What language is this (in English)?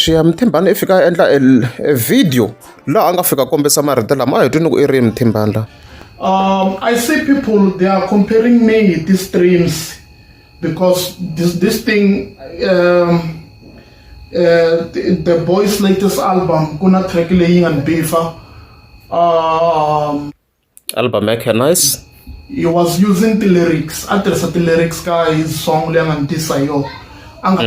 Tsonga